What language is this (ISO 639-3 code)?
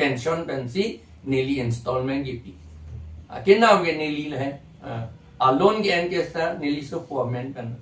mjw